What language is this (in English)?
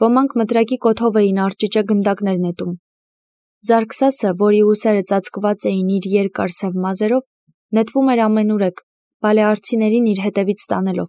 Armenian